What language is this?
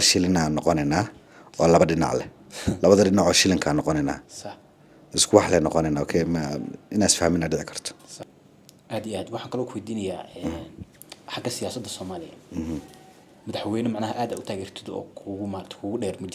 Somali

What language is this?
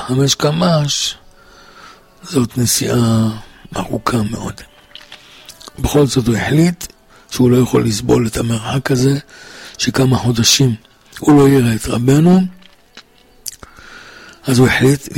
Hebrew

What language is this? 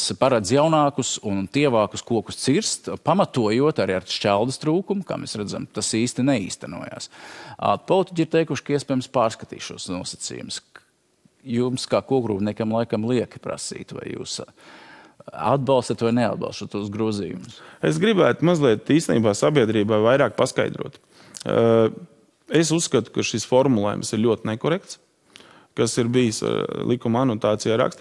Latvian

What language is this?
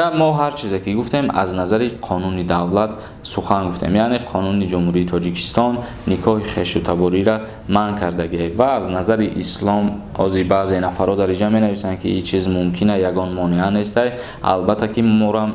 Tajik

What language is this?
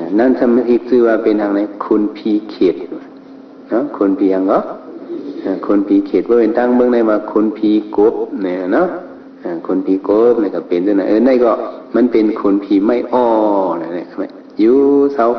Shan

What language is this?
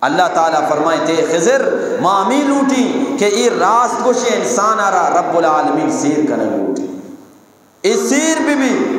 Eastern Balochi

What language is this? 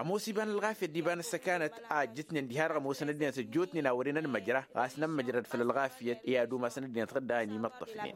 Tamasheq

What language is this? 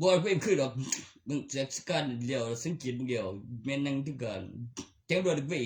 Northeastern Thai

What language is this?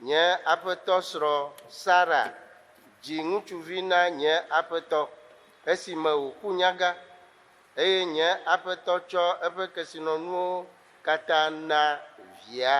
Ewe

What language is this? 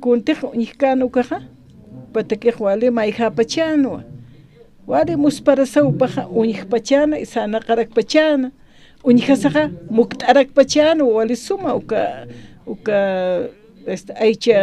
Aymara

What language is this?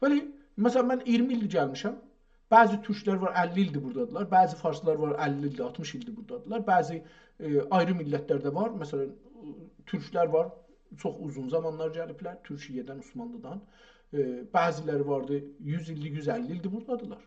South Azerbaijani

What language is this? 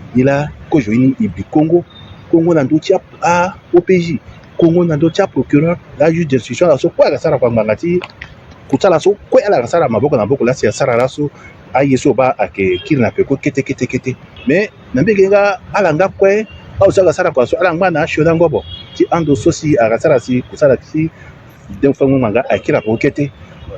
Sango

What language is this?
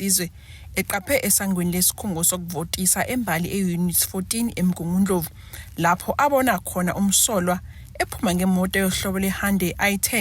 Zulu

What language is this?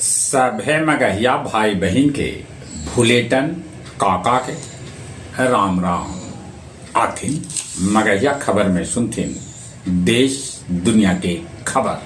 Magahi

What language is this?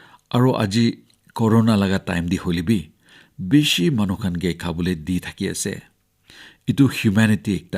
Naga Pidgin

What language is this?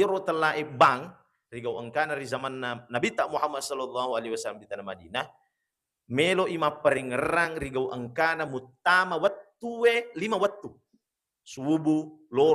Buginese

